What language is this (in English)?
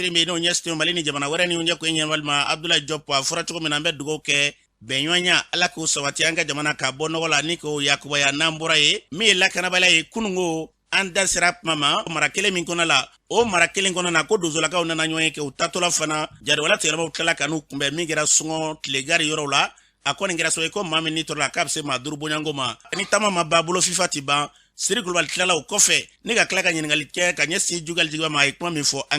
Bambara